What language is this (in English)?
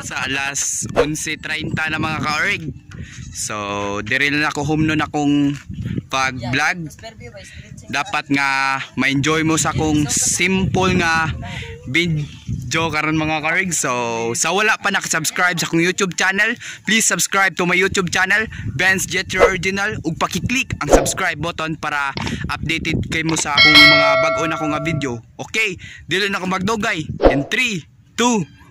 Cebuano